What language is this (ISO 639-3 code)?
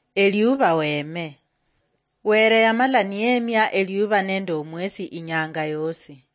luy